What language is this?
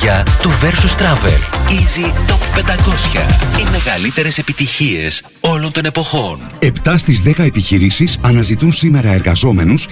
Greek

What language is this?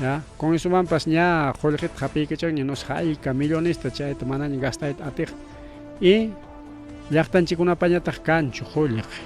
Ayacucho Quechua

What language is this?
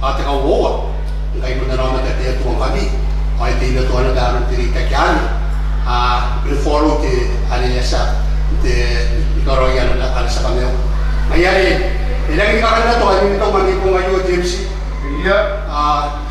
Gilbertese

